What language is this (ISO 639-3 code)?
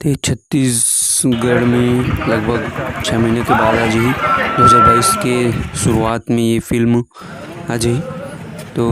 hne